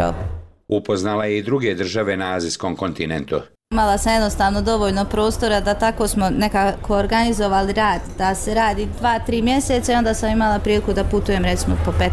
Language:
Bosnian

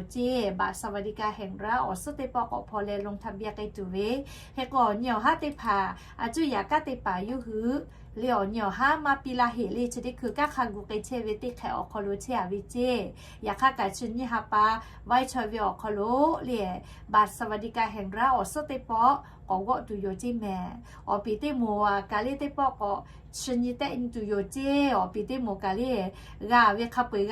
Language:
Lahu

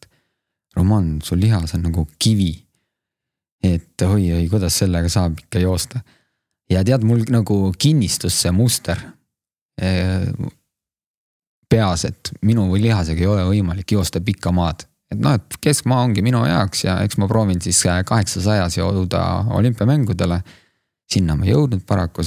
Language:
Estonian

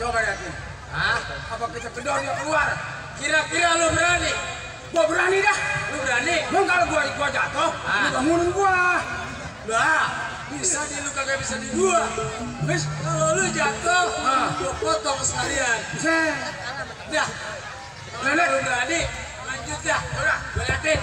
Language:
Betawi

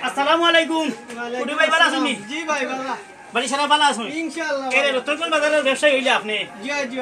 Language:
Sylheti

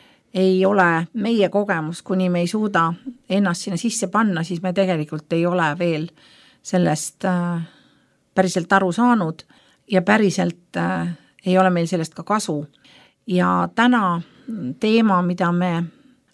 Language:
Estonian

